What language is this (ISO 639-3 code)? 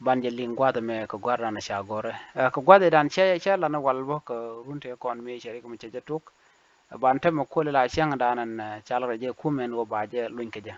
nus